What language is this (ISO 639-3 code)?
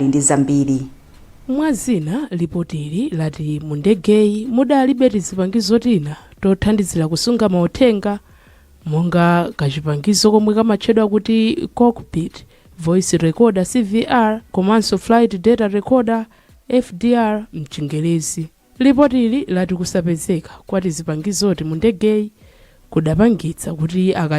nya